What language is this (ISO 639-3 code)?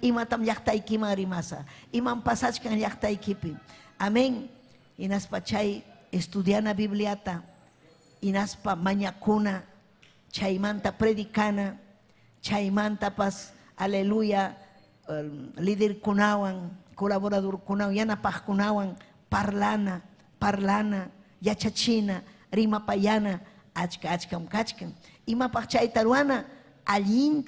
quy